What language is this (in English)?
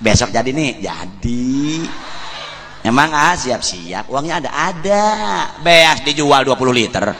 Sundanese